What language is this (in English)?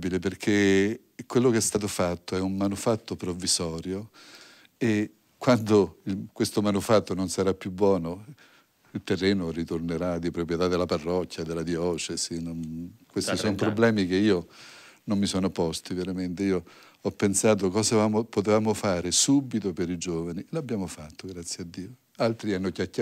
Italian